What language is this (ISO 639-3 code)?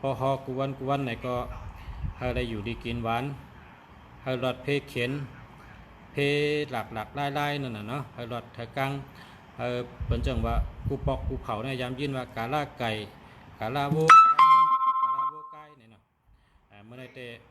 shn